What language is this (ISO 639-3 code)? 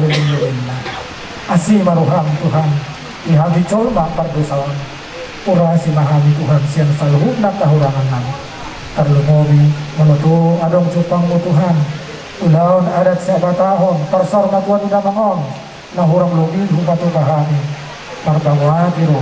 bbc